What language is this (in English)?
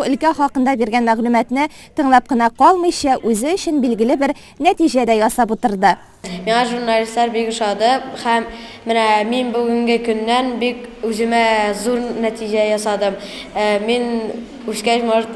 Tatar